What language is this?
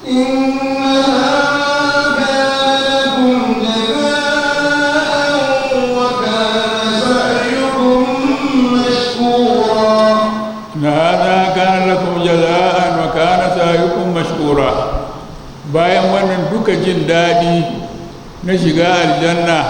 Hausa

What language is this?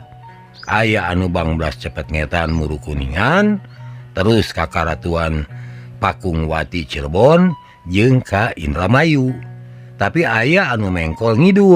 Sundanese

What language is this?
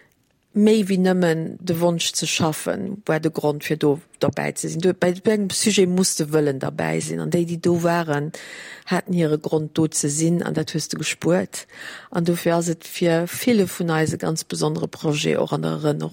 Luxembourgish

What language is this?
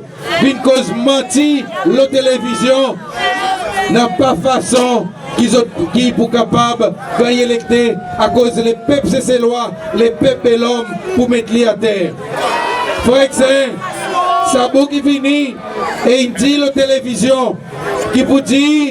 Seselwa Creole French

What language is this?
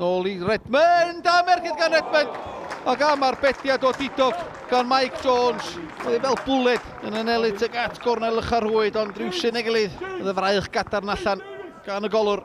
Welsh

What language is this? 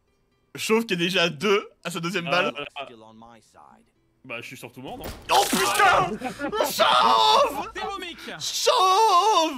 French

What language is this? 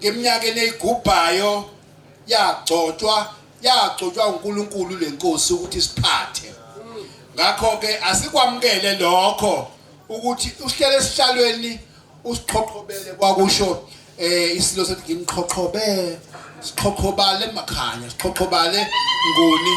Zulu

